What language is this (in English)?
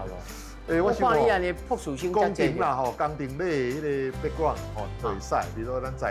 Min Nan Chinese